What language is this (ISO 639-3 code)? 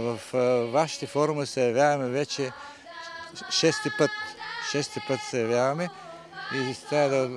bul